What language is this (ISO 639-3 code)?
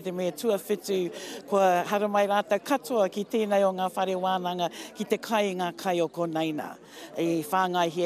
mri